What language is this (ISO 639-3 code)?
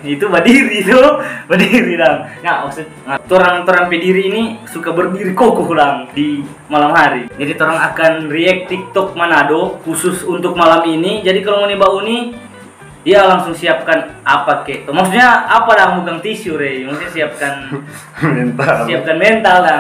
xmm